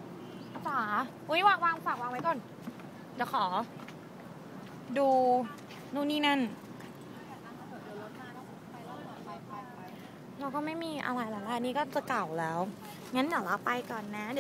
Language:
Thai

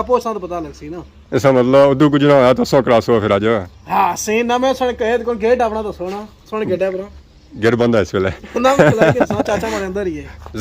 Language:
Pahari-Potwari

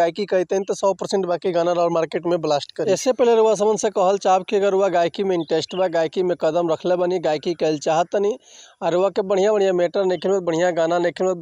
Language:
Bhojpuri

